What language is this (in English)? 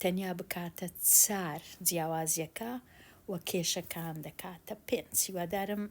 Central Kurdish